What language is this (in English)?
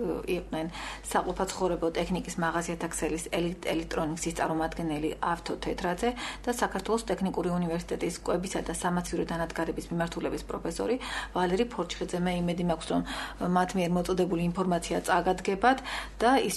Georgian